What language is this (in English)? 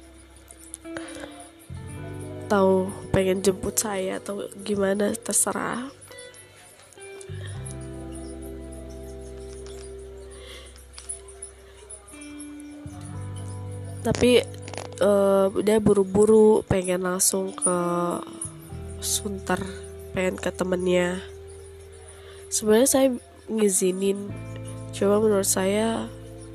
Indonesian